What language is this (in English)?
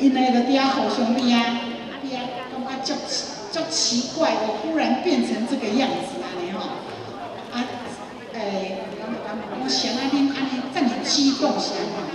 Min Nan Chinese